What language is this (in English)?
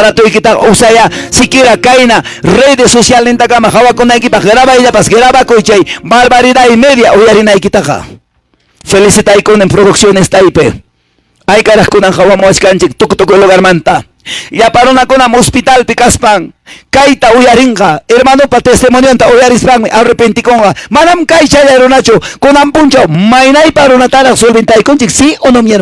Quechua